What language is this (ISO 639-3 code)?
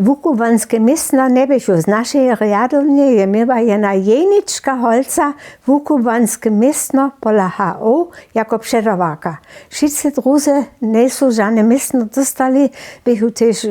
hsb